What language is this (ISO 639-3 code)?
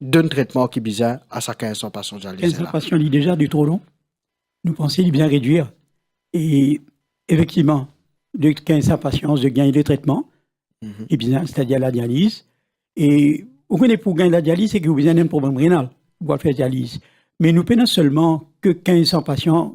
mfe